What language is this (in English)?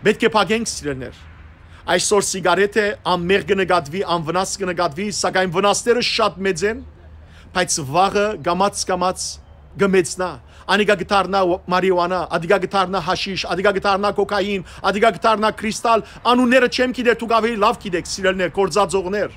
Western Armenian